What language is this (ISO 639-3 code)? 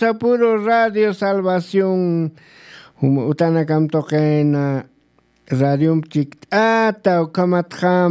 aym